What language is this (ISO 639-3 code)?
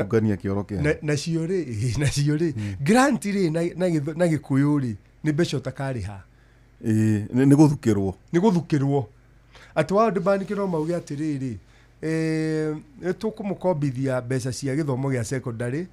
kik